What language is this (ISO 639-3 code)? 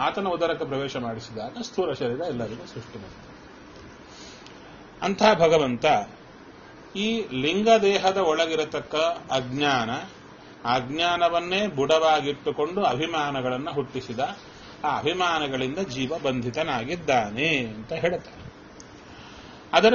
kan